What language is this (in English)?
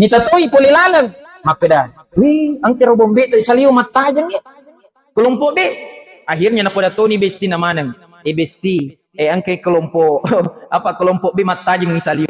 Buginese